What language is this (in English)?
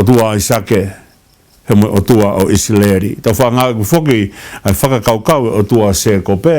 Tongan